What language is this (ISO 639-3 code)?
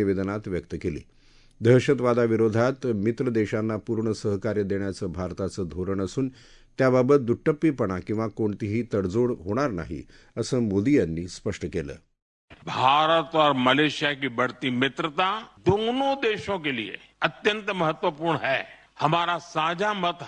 mar